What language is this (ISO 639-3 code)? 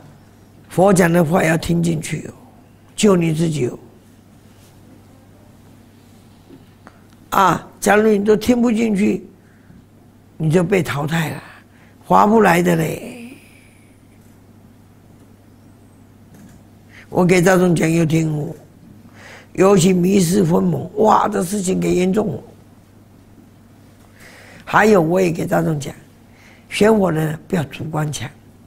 zho